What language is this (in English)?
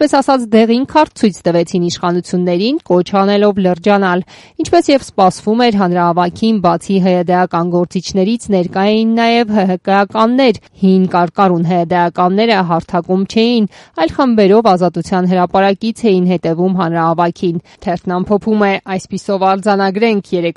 Armenian